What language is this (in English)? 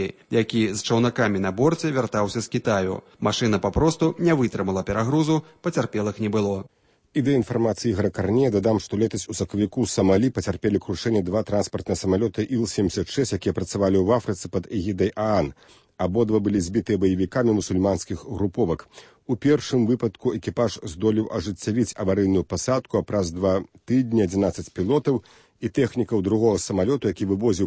Belarusian